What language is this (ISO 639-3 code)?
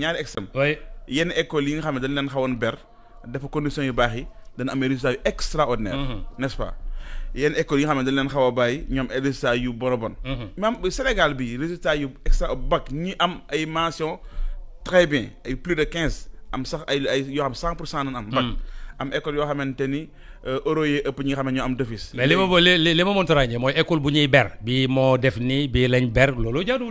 wol